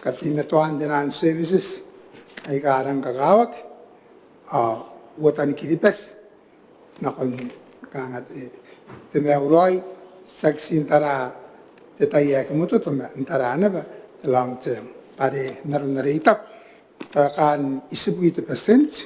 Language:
Gilbertese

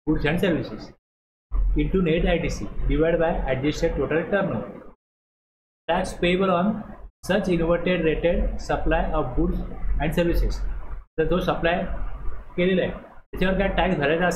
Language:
Marathi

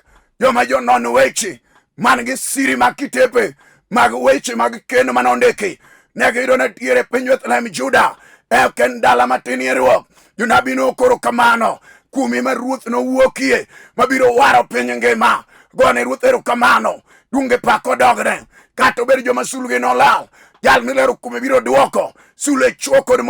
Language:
Luo (Kenya and Tanzania)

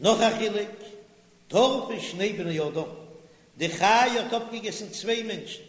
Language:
Yiddish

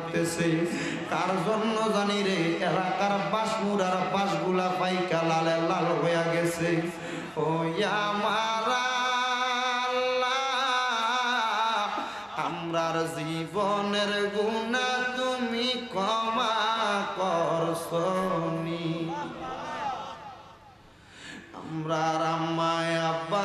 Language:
Bangla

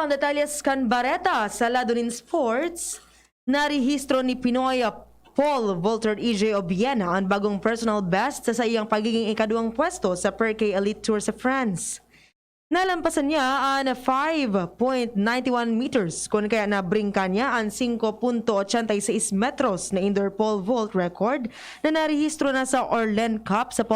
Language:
Bikol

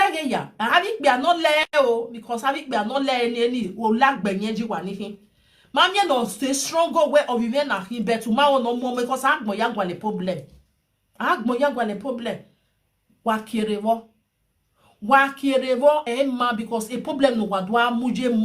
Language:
Nigerian Pidgin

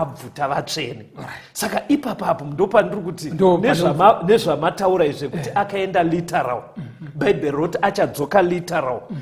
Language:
Shona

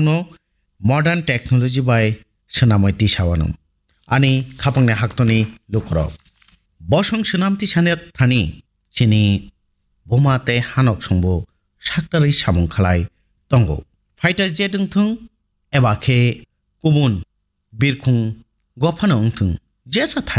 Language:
Kok Borok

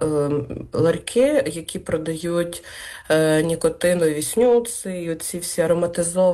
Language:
Ukrainian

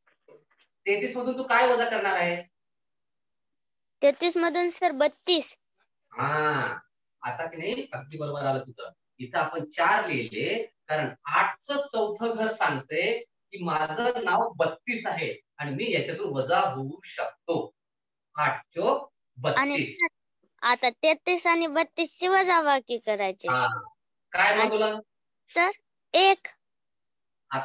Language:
Marathi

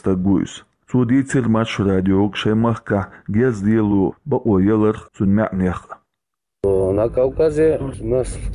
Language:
Chechen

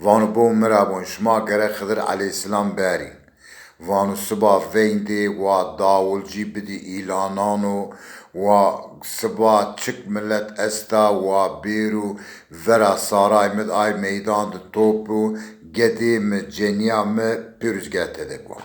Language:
Zaza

